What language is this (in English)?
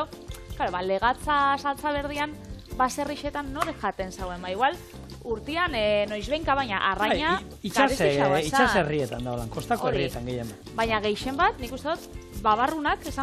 Basque